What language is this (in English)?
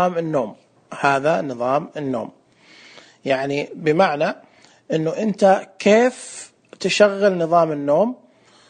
Najdi Arabic